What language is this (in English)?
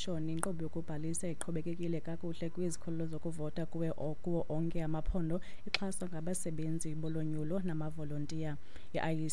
Xhosa